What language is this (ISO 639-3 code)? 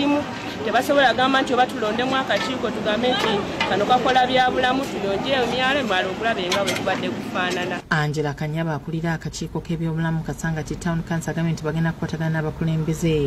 lug